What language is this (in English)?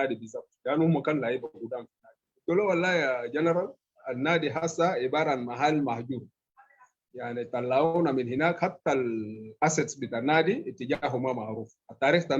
Sudanese Arabic